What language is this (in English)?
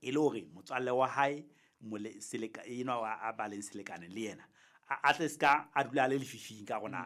Southern Sotho